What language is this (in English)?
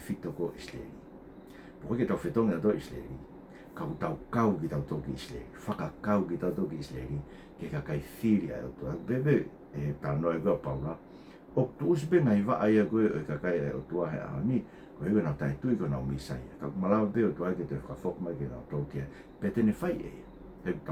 Tongan